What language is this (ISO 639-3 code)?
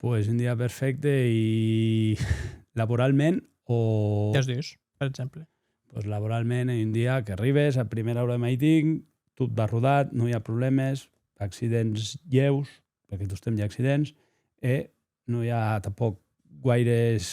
oci